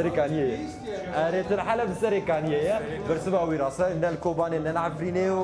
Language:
Kurdish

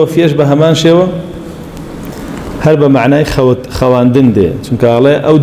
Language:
Central Kurdish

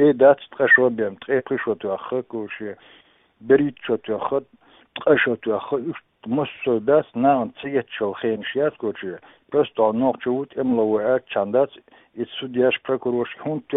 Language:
Chechen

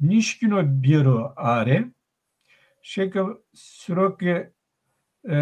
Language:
Zaza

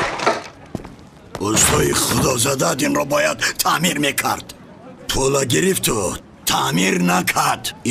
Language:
Persian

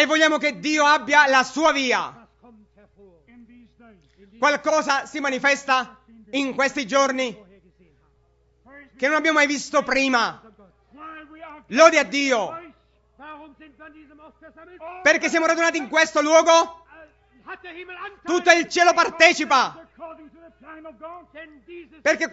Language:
Italian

